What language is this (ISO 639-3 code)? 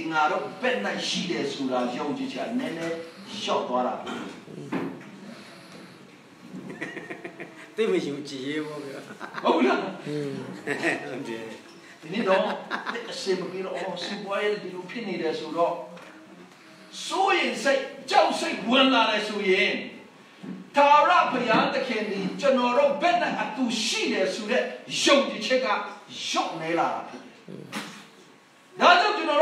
mya